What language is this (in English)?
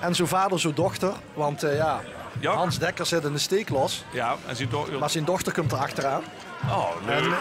Limburgish